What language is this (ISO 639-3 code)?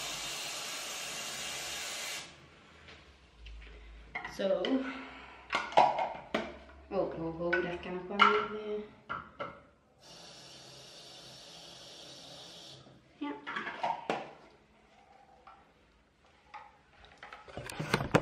nld